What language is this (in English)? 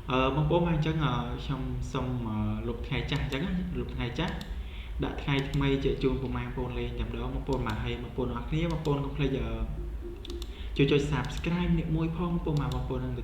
Khmer